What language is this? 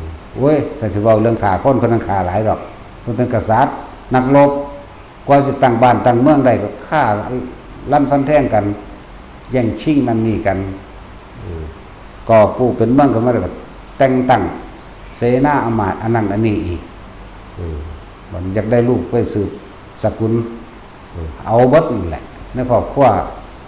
Lao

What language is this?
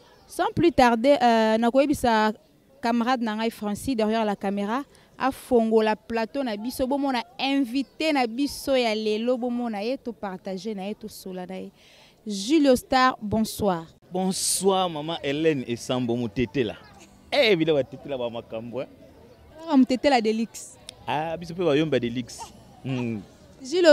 Lingala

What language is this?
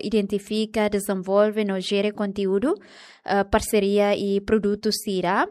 Tetum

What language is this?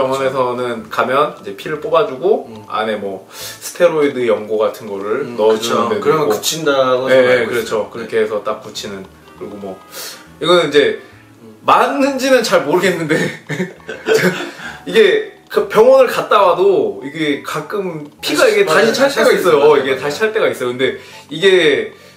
Korean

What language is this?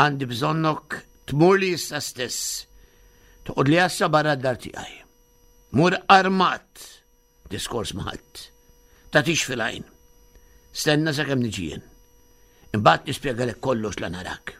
Maltese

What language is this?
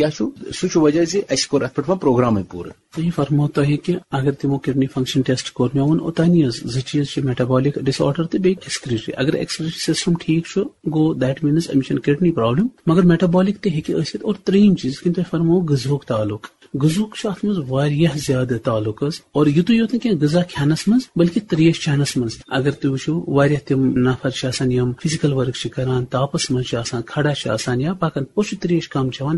Kashmiri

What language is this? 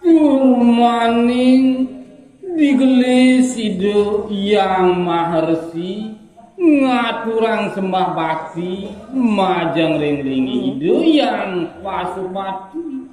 Balinese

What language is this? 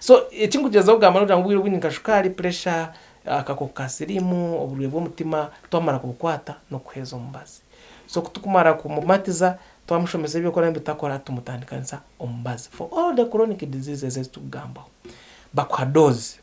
Nyankole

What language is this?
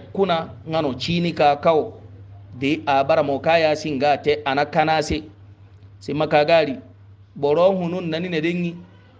Hausa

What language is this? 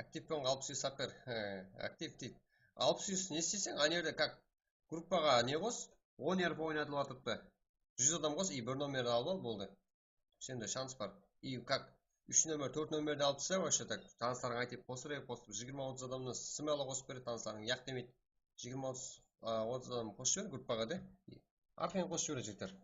Kara-Kalpak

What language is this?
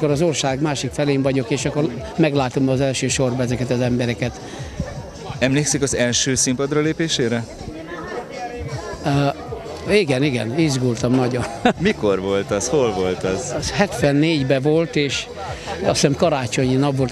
Hungarian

